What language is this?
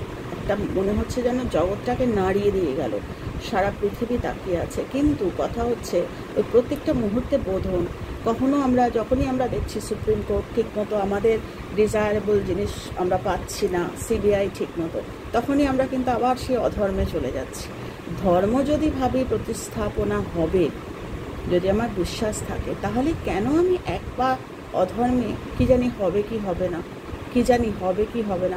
Bangla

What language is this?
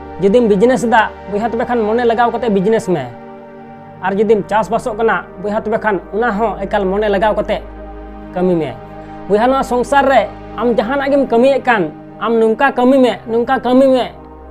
Santali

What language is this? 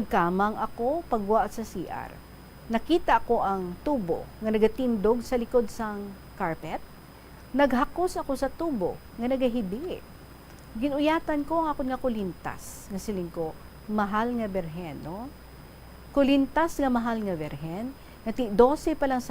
Hiligaynon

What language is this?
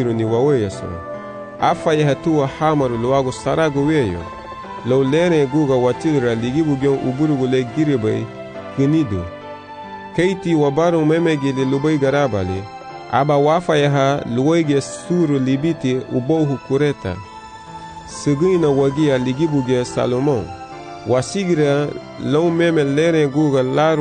Garifuna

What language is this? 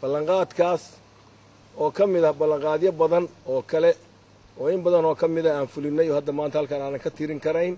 Somali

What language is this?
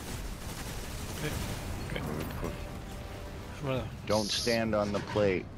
English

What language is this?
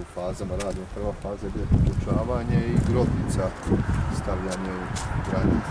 Bosnian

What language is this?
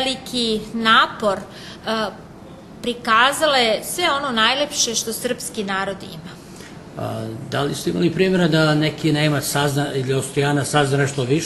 Serbian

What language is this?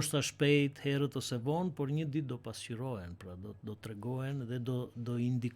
Albanian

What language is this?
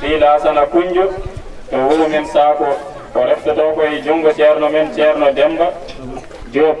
Fula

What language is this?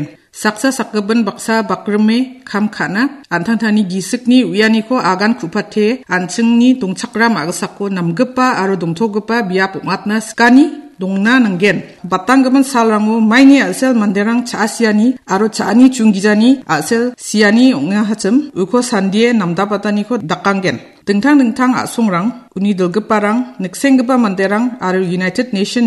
Garo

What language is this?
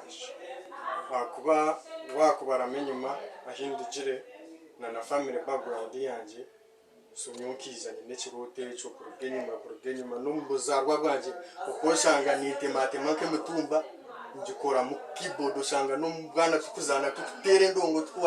Nyankole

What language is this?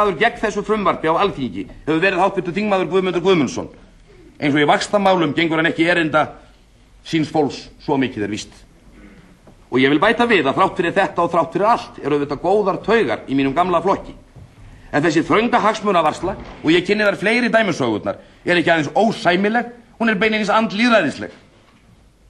Icelandic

